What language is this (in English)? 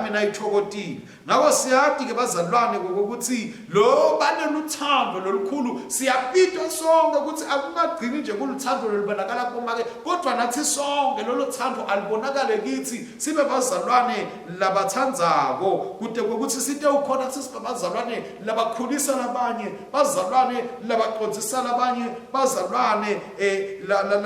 Swati